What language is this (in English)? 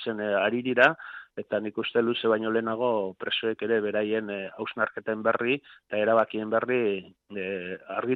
Basque